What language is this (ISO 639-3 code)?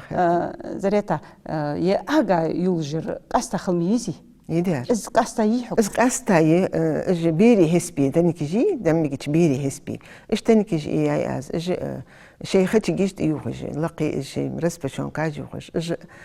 inh